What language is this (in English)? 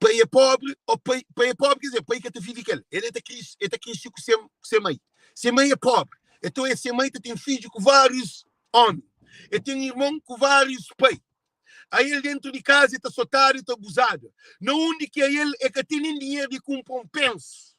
Kabuverdianu